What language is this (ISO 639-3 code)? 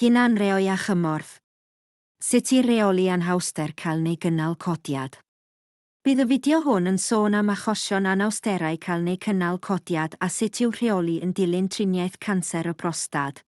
cym